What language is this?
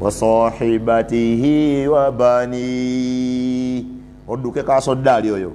Ganda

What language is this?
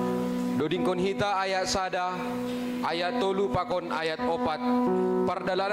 Batak Simalungun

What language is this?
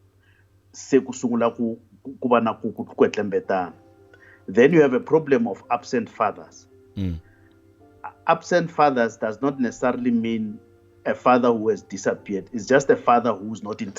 Tsonga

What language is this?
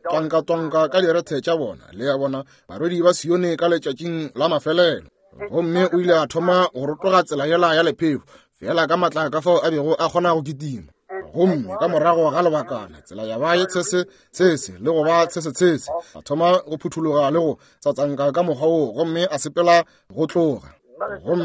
Northern Sotho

